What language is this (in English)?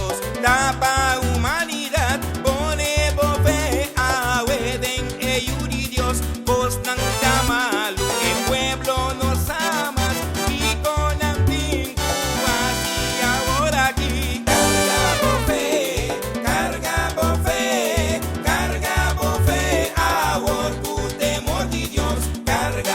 Papiamento